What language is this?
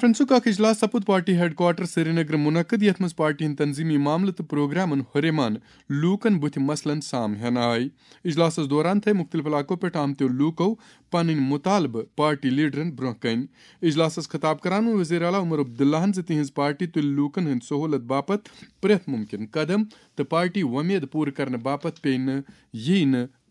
Kashmiri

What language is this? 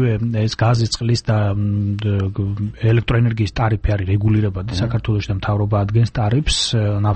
Georgian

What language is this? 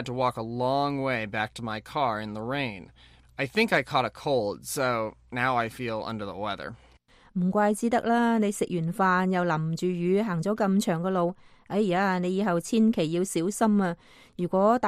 Cantonese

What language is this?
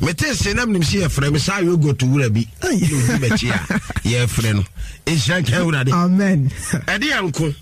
Akan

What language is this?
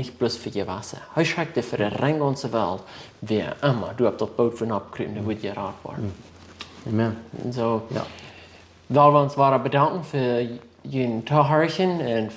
Plautdietsch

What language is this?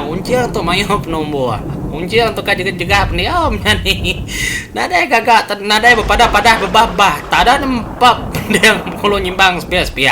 Iban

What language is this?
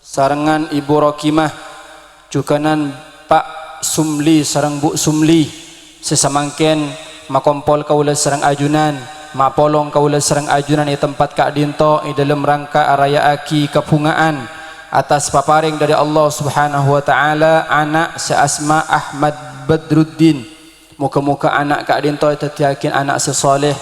Madurese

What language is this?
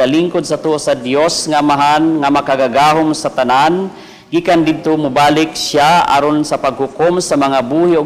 Cebuano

